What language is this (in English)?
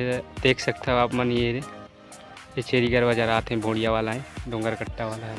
Chhattisgarhi